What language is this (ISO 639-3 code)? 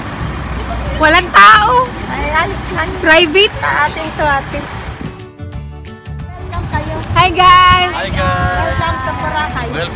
fil